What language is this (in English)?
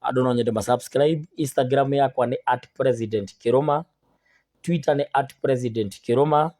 Kikuyu